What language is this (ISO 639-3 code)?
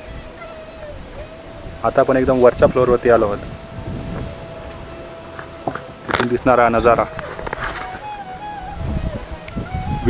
mar